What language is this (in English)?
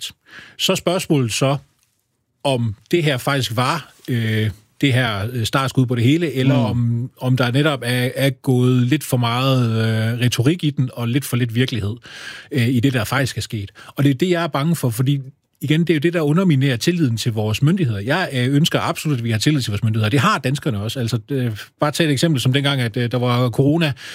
Danish